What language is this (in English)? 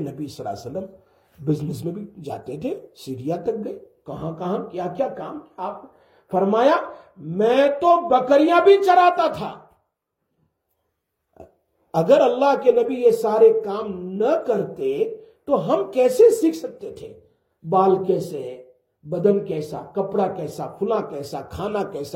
Urdu